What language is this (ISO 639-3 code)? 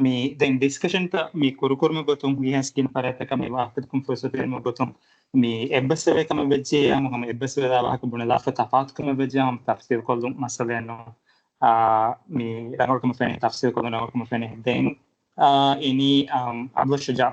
div